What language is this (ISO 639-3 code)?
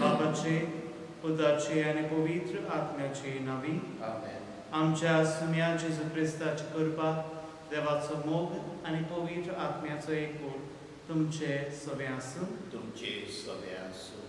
kok